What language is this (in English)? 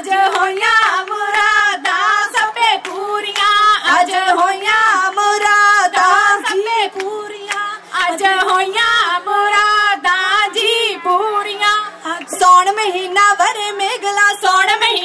Punjabi